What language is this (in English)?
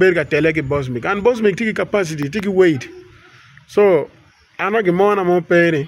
Acoli